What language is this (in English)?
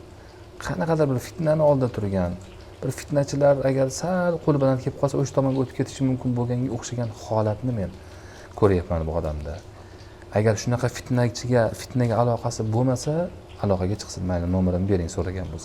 Uzbek